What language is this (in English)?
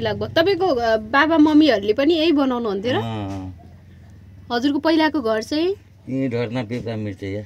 Nepali